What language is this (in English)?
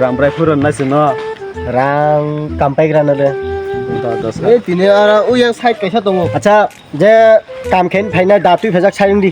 Kok Borok